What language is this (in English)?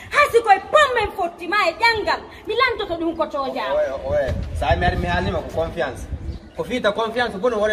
Fula